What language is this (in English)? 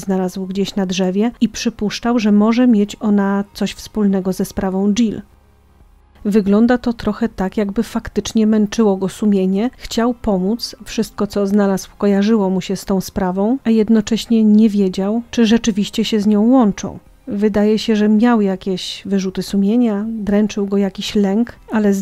Polish